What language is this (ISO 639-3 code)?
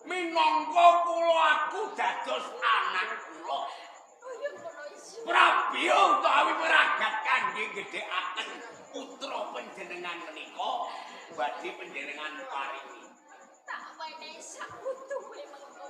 jav